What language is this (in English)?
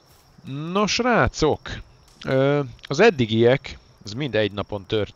Hungarian